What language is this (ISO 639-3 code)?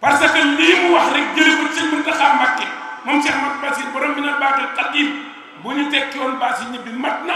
wol